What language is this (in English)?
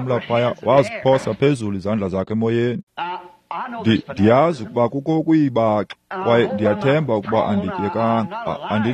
Xhosa